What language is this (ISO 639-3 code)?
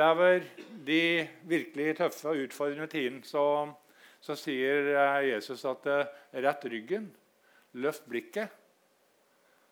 nor